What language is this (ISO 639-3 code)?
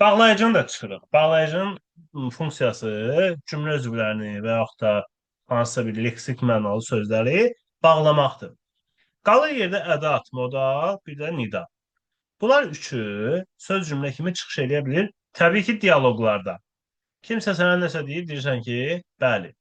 aze